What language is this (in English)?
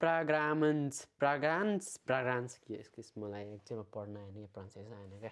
Nepali